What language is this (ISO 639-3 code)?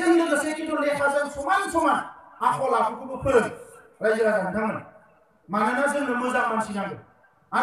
brx